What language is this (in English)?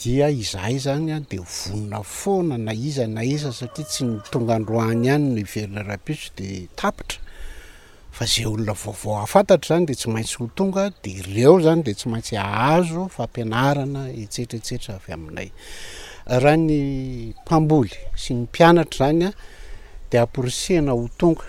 Malagasy